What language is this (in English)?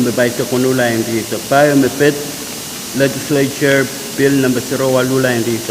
Pohnpeian